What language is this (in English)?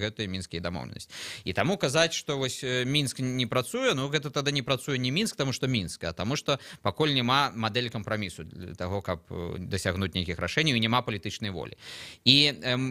Belarusian